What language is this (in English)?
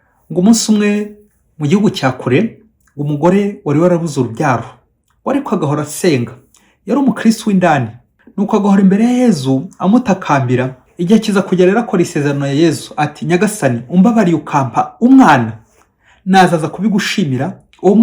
Kinyarwanda